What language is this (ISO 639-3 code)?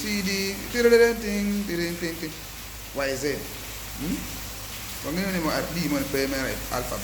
ach